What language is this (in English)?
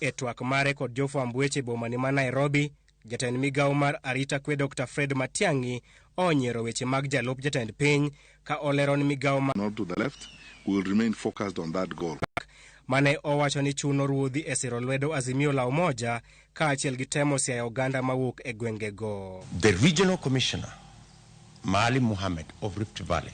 Luo (Kenya and Tanzania)